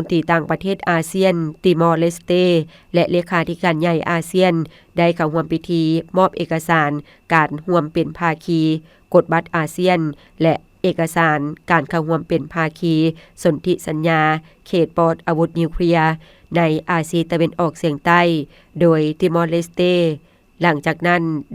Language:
Lao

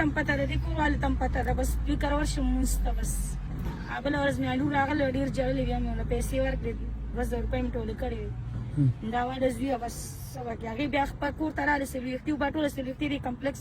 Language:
Pashto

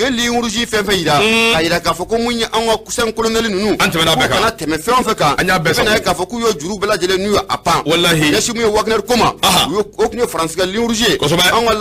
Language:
Bambara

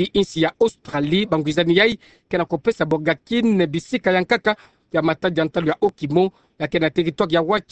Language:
Kituba (Democratic Republic of Congo)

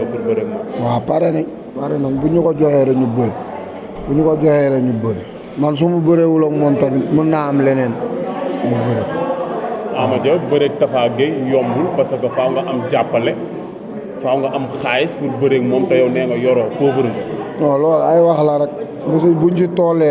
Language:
Wolof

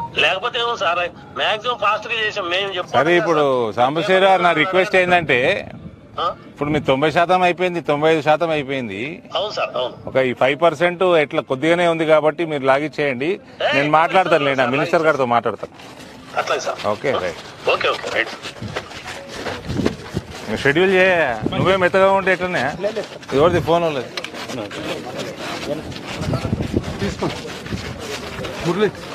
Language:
Telugu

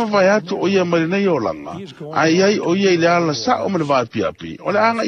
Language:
Samoan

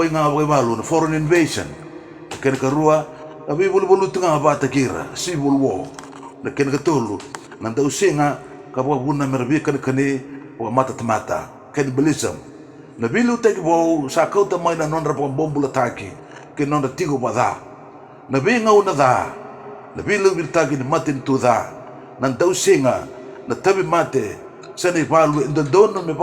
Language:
Fijian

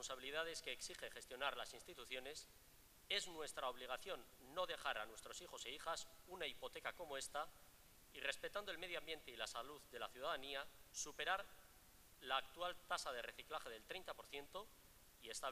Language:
Spanish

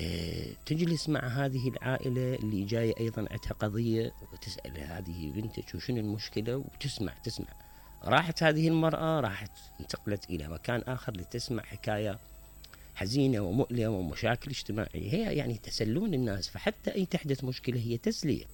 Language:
Mesopotamian Arabic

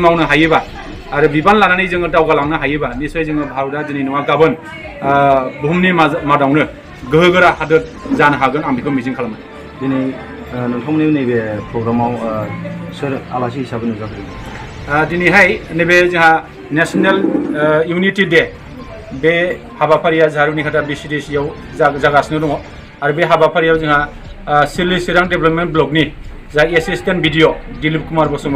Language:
Bodo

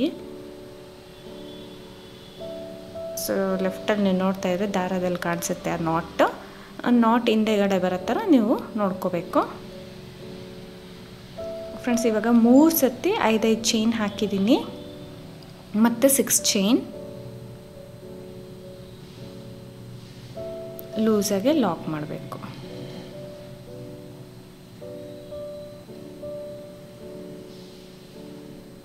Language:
Kannada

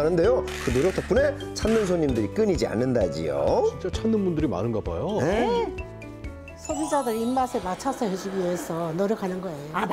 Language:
Korean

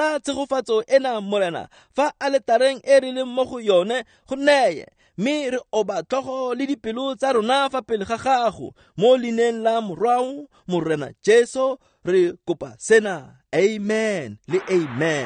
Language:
Tswana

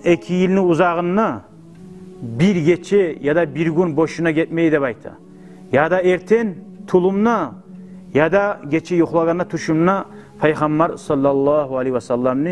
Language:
Kumyk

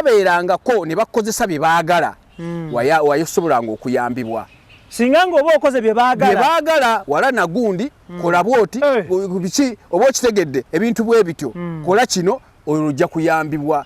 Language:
Ganda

